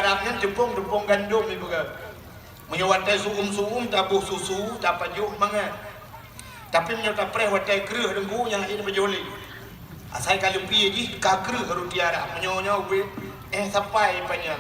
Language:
Achinese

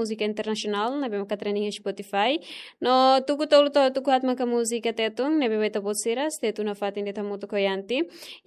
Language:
Tetum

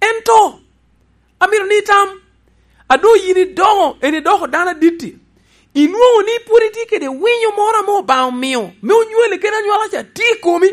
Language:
Lango (Uganda)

